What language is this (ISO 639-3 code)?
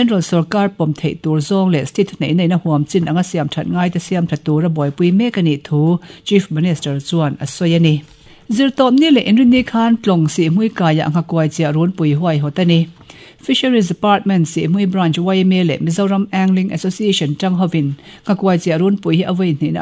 lus